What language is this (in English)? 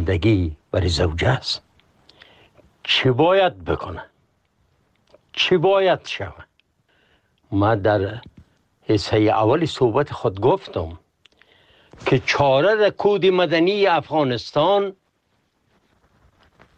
Persian